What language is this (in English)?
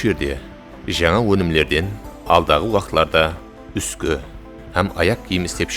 Kara-Kalpak